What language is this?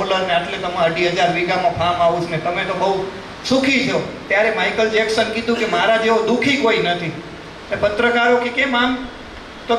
Gujarati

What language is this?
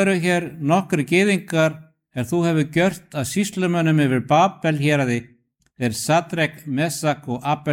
Icelandic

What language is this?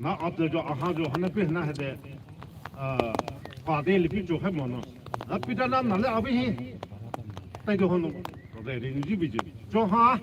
Poumei Naga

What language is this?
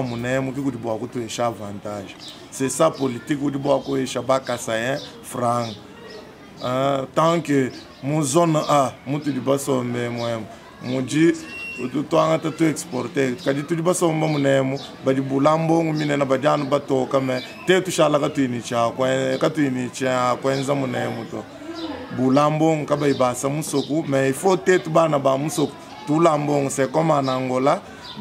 Luba-Lulua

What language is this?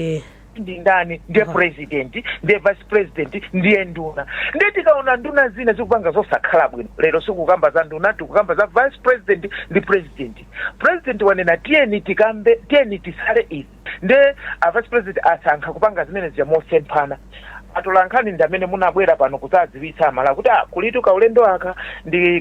Nyanja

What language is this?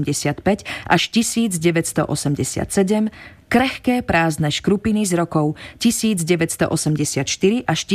Slovak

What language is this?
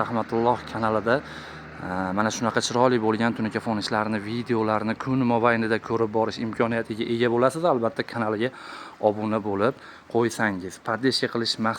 Uzbek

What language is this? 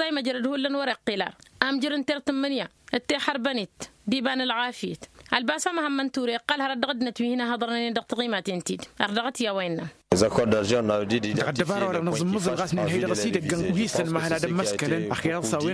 Tamasheq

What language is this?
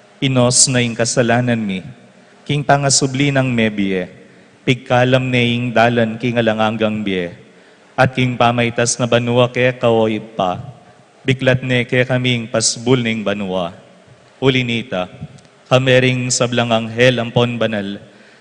Pampanga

